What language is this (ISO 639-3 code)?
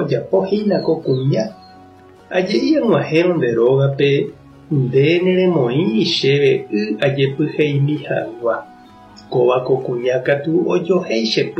grn